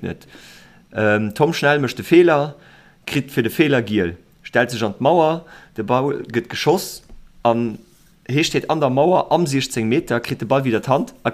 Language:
Luxembourgish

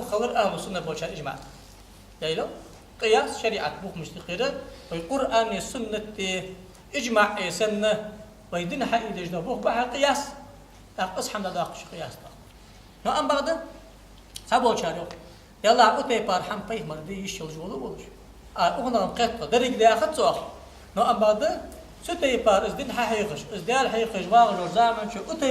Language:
Ingush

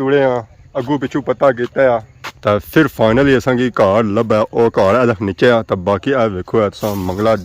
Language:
Pahari-Potwari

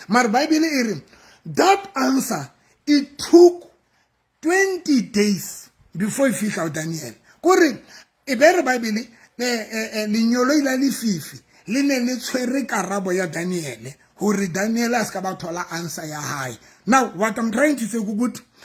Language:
Southern Sotho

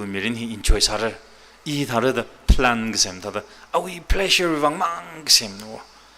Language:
Tangkhul Naga (India)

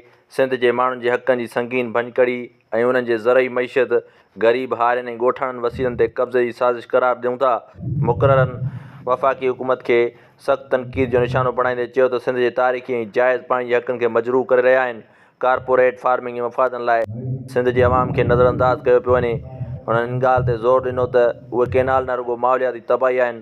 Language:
Sindhi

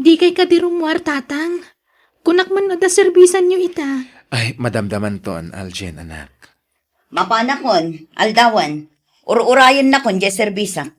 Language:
Iloko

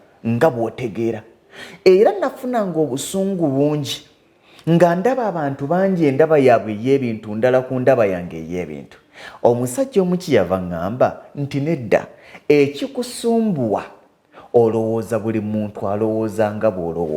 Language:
Ganda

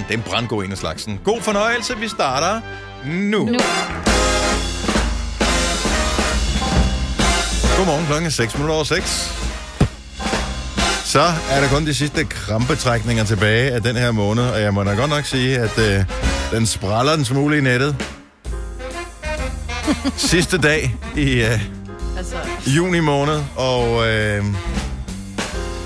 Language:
Danish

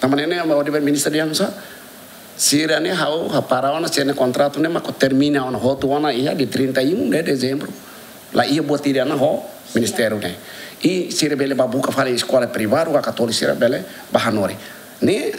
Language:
Tetum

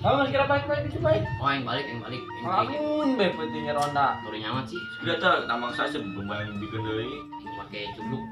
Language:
Sundanese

